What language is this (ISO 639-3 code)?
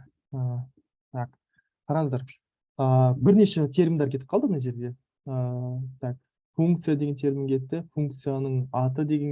kaz